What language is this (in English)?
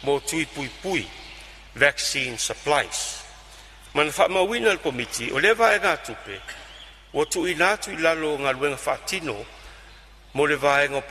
Samoan